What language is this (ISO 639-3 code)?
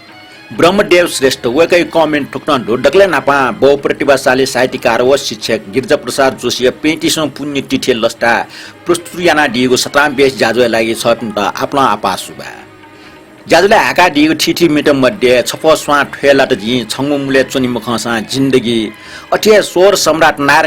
new